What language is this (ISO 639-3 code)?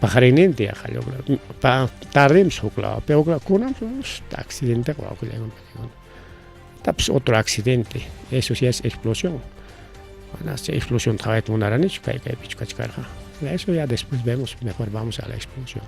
quy